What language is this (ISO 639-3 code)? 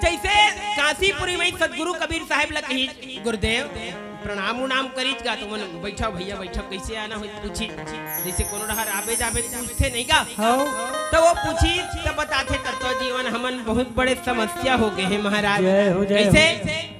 hne